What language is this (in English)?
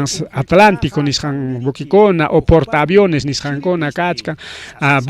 Ayacucho Quechua